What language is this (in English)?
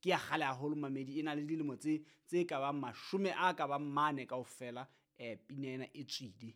Southern Sotho